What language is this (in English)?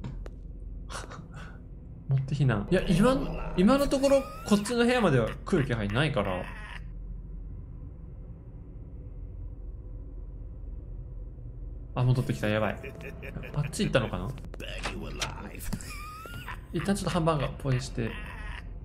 Japanese